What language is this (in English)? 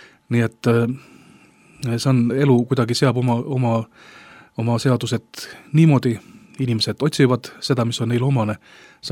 Estonian